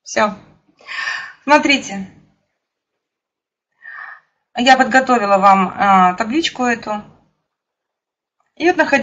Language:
Russian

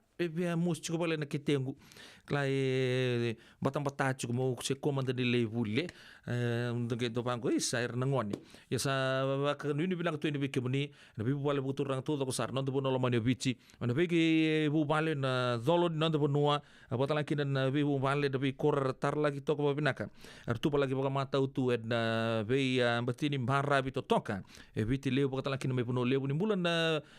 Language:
Fijian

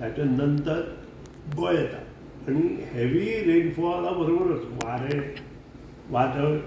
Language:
Konkani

